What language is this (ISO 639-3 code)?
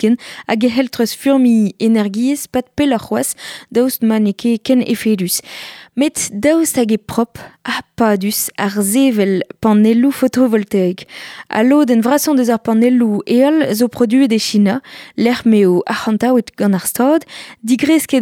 bre